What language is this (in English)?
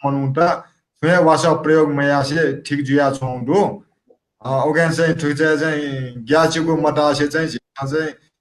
Newari